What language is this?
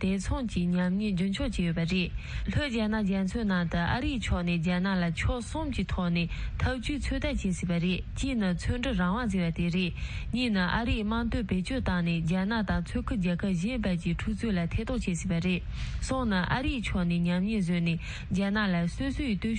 Tibetan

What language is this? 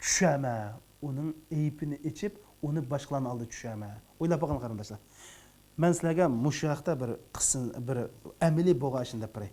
Uyghur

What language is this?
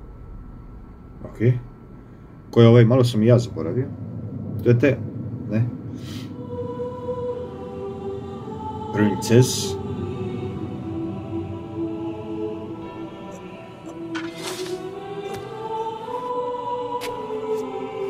Croatian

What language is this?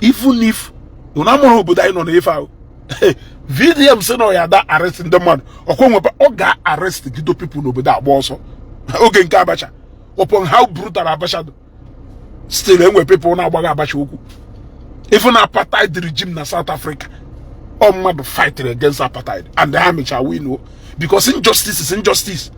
Igbo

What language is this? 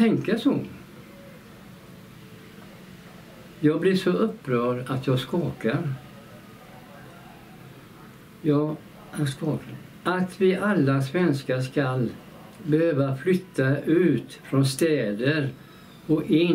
Swedish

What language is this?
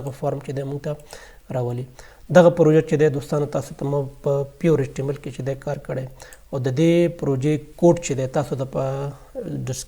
Pashto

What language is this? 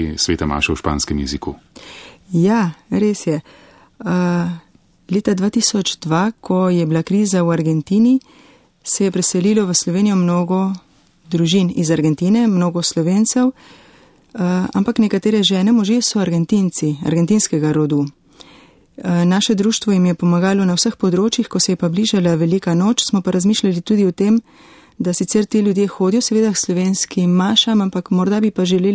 Slovenian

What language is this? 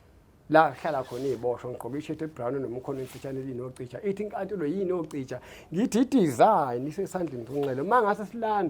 Zulu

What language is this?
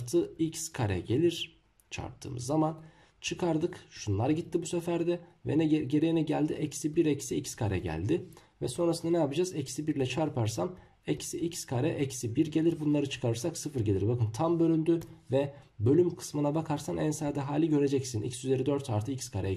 Turkish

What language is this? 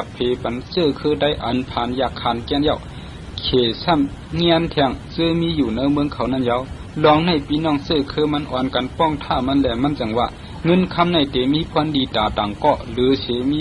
Shan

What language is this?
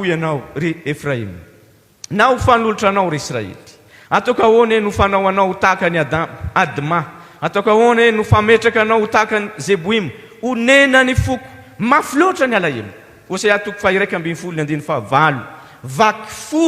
Malagasy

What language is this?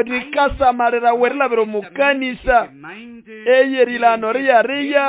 Nande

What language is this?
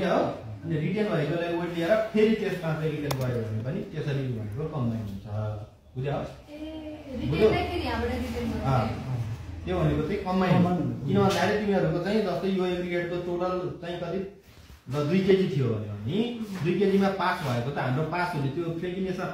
Nepali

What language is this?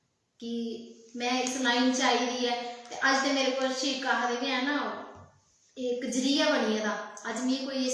Dogri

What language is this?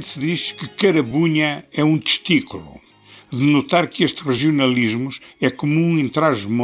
Portuguese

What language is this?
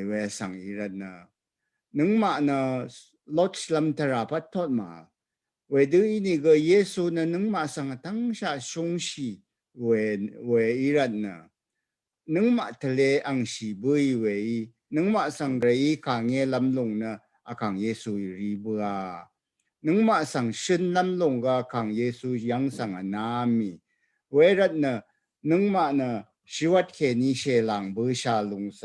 Rawang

